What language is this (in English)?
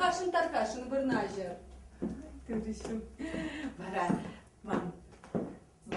Chuvash